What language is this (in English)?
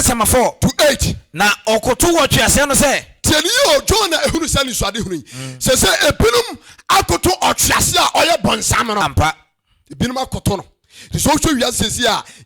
Akan